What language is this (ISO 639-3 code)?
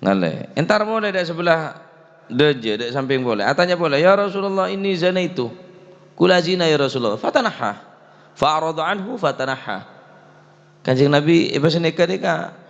mad